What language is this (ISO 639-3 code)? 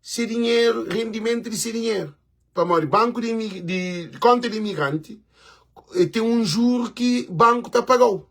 kea